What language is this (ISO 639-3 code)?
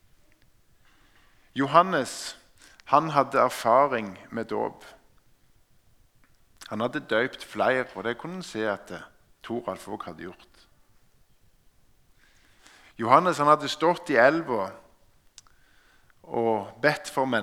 nor